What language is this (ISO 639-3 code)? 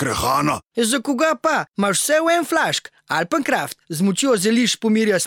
slv